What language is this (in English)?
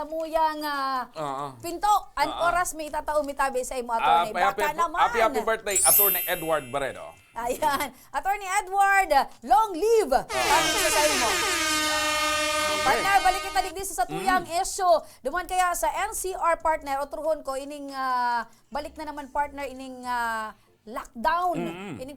Bikol